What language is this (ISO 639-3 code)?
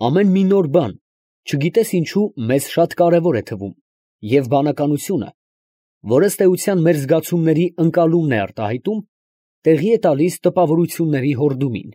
hye